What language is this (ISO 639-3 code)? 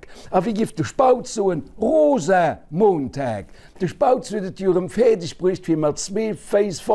ltz